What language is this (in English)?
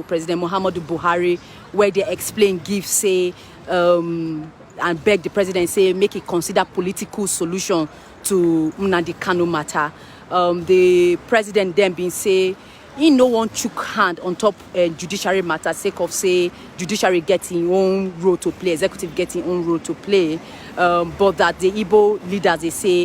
Nigerian Pidgin